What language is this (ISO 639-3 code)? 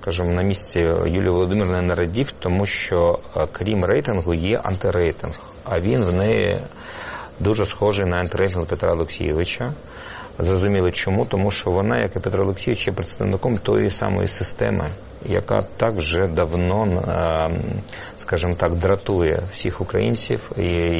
ukr